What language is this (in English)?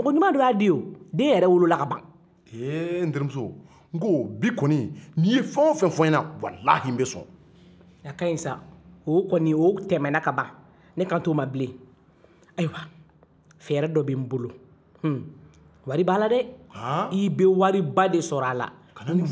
Bambara